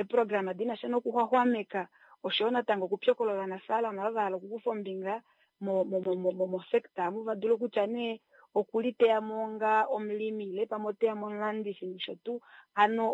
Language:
Kuanyama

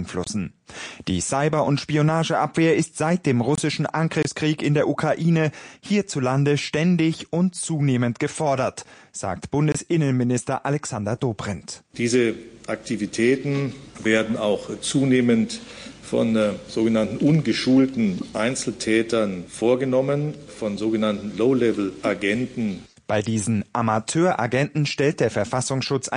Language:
German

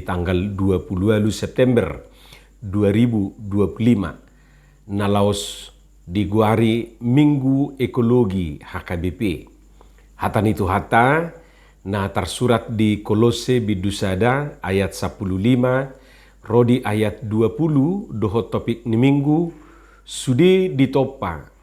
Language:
Batak Toba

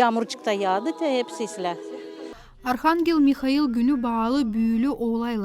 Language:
Gagauz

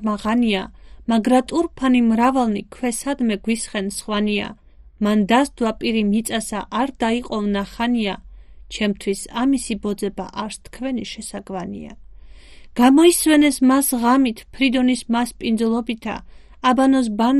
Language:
Georgian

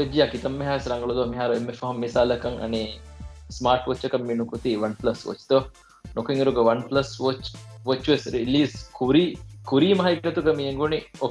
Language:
Divehi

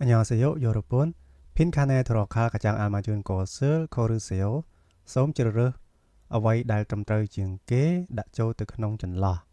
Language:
Khmer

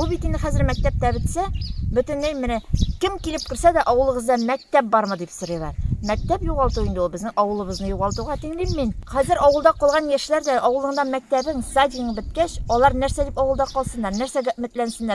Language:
Tatar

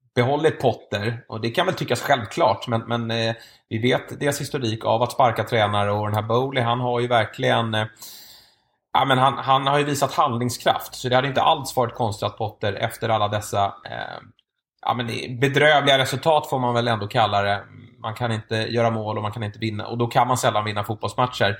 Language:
Swedish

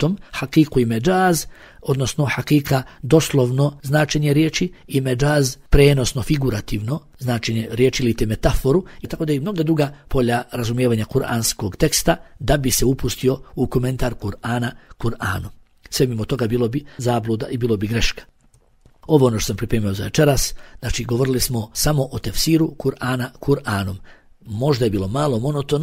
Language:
Bosnian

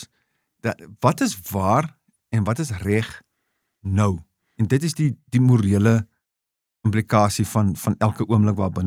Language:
Afrikaans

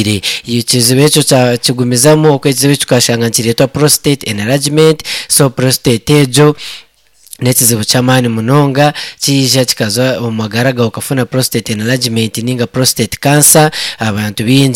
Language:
Nyankole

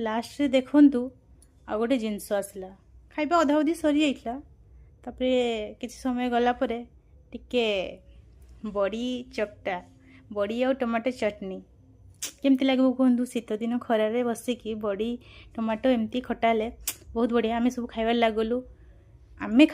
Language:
Odia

